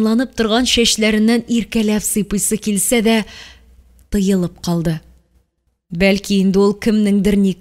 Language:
Tatar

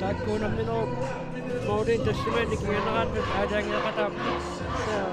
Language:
Kalaallisut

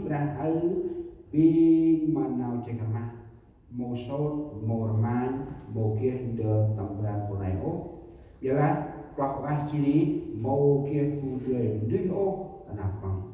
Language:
Central Mnong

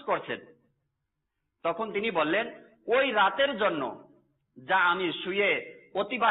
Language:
Bangla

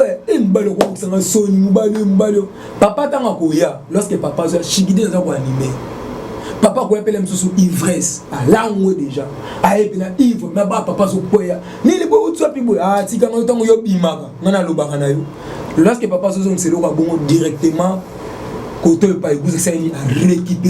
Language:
Lingala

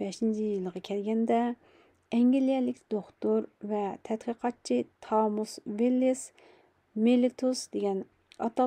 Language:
Uyghur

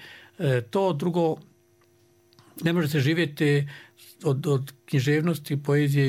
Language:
Croatian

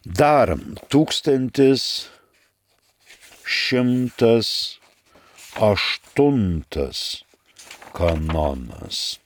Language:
Lithuanian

